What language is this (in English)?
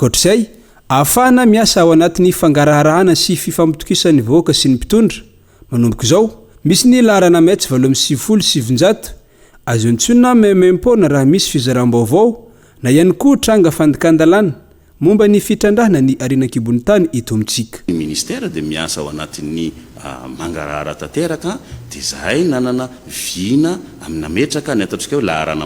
Malagasy